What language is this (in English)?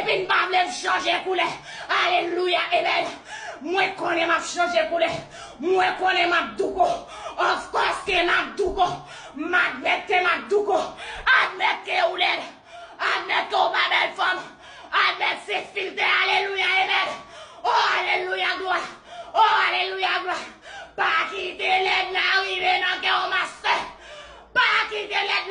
Haitian Creole